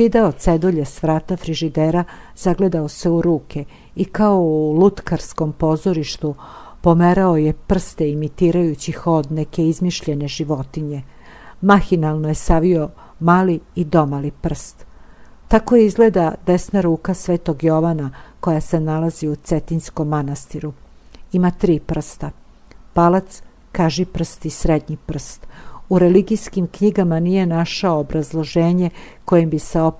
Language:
Serbian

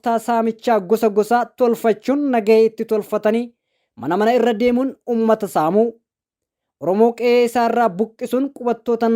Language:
Oromo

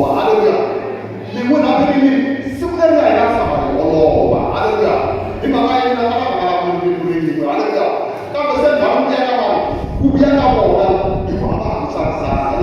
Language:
Tsonga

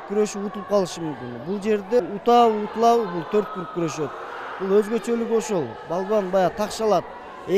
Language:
Kyrgyz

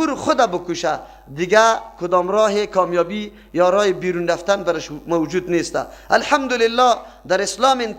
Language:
Persian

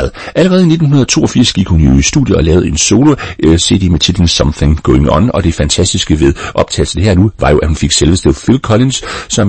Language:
Danish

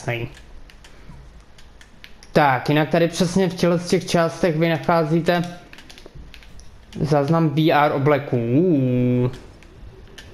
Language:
Czech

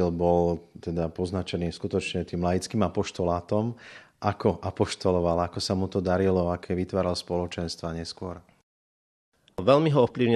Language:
Slovak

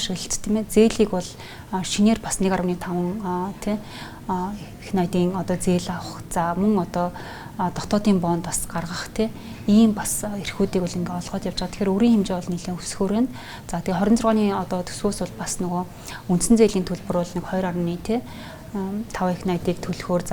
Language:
Mongolian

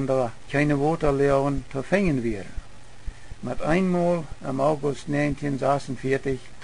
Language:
Plautdietsch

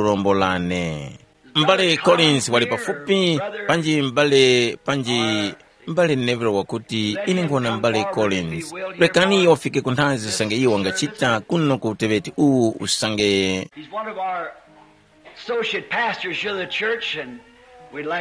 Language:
Tumbuka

